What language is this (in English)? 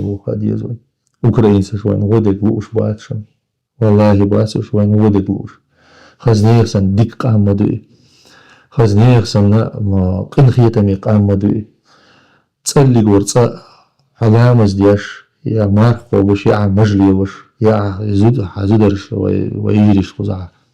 Chechen